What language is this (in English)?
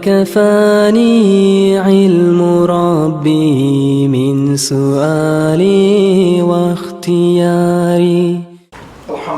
Kumyk